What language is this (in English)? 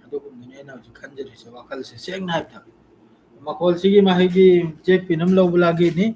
Manipuri